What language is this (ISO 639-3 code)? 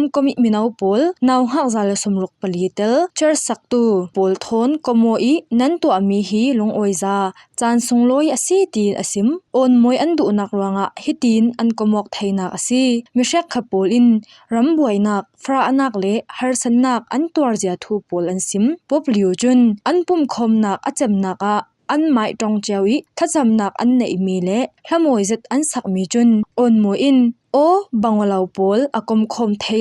cfm